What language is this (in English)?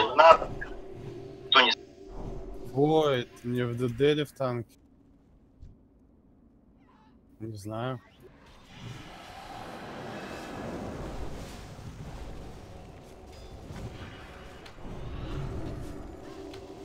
Russian